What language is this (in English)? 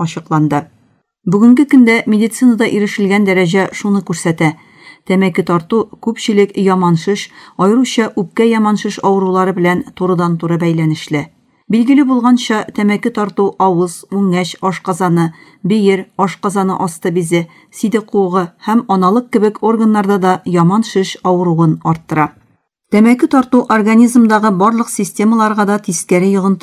Tatar